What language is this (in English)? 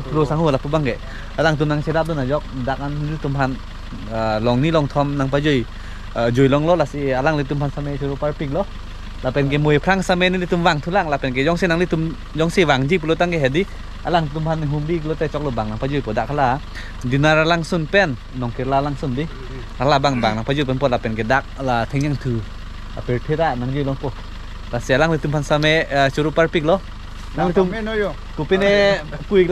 Karbi